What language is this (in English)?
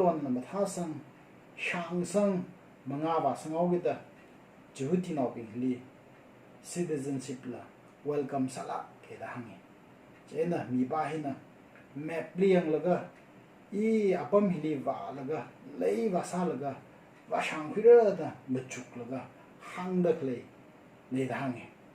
Tangkhul Naga (India)